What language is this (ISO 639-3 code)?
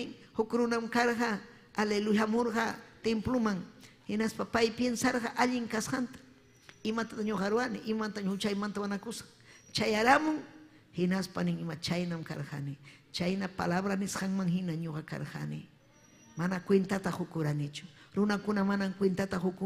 quy